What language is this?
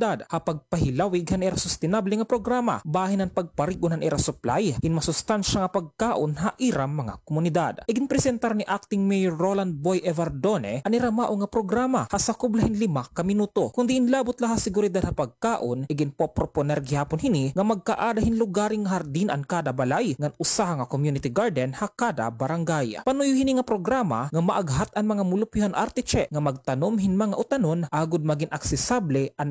Waray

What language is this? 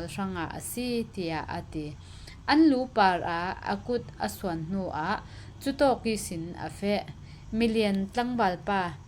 Falam Chin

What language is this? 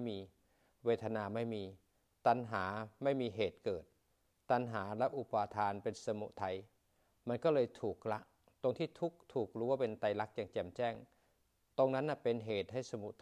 Thai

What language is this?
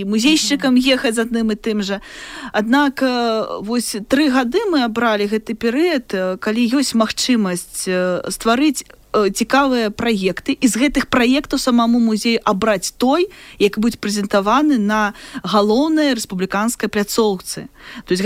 Belarusian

